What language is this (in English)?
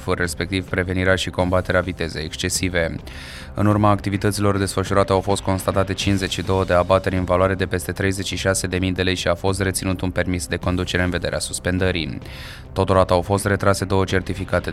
Romanian